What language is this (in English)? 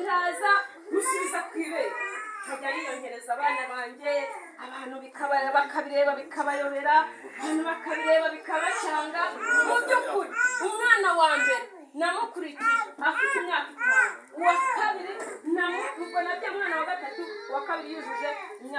Kinyarwanda